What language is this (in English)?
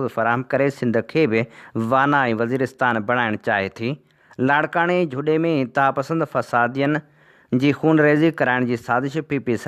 Sindhi